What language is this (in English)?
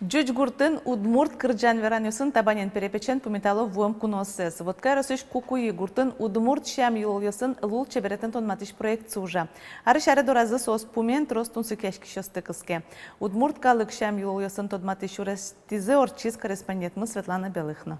Udmurt